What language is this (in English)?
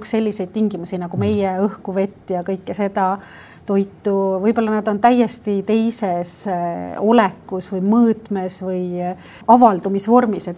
Estonian